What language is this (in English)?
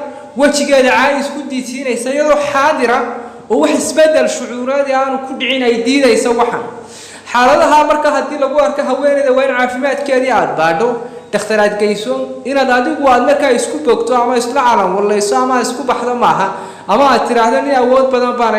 Somali